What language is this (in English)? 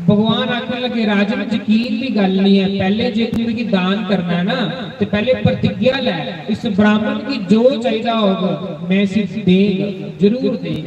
Dogri